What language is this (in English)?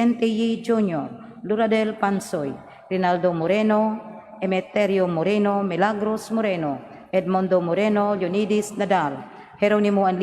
Cebuano